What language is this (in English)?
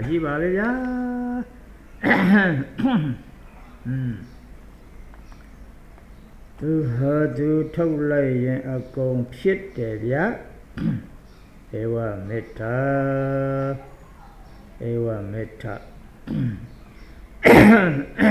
Burmese